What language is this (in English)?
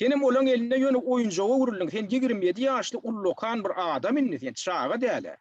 Turkmen